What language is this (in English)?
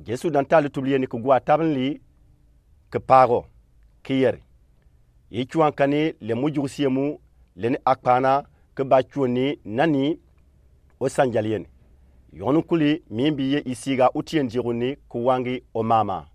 Gourmanchéma